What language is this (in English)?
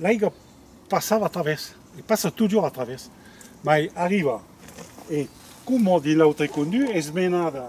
Occitan